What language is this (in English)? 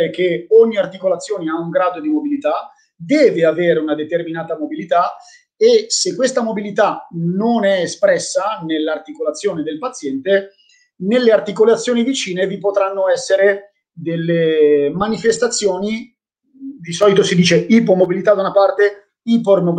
Italian